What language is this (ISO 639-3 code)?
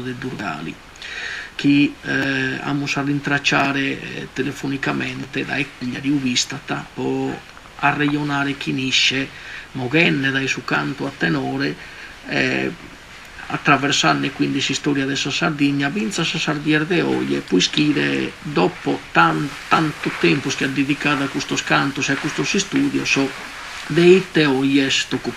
srd